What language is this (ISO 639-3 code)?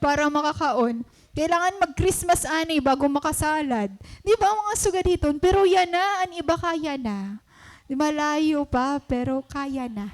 war